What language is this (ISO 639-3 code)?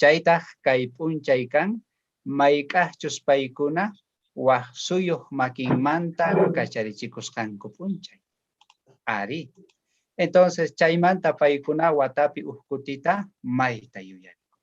quh